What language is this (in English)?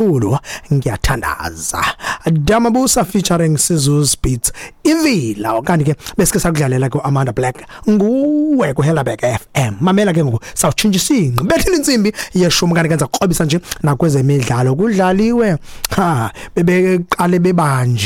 Xhosa